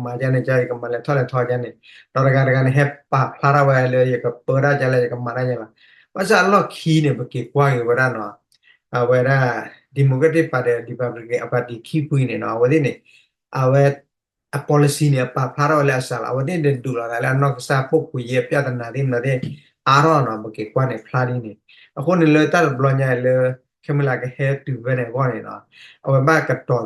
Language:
S'gaw Karen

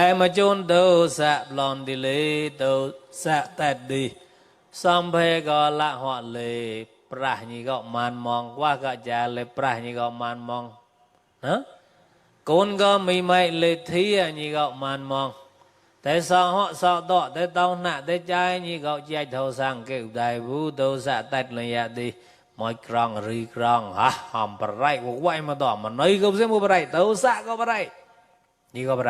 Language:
Mon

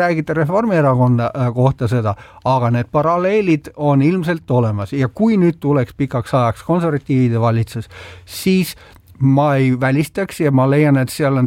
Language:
Estonian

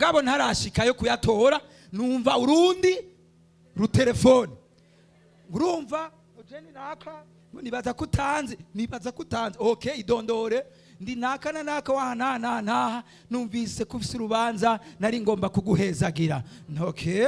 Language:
Rundi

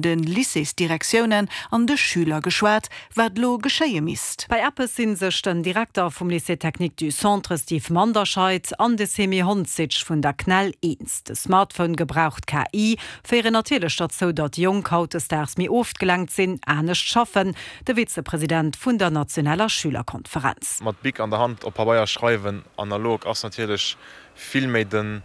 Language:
Luxembourgish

